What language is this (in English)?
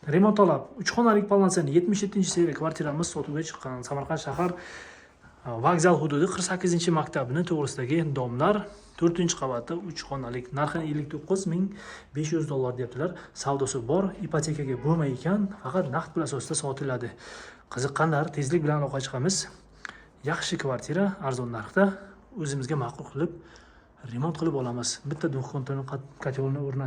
Uzbek